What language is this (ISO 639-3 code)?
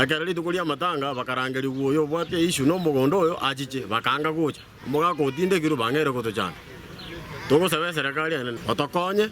guz